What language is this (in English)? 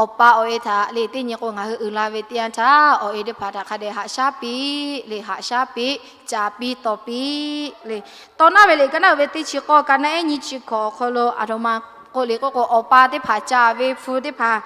Lahu